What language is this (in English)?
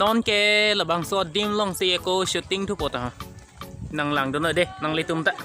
Karbi